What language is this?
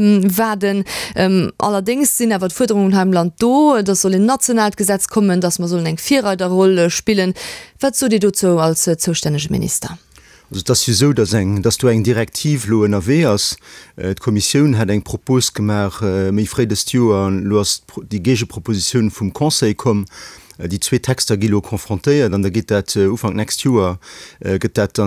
Luxembourgish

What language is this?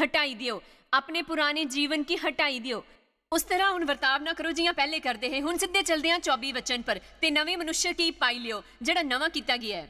Dogri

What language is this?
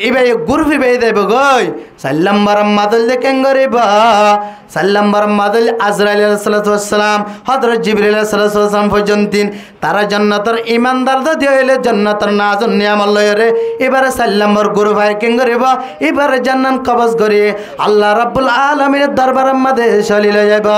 Rohingya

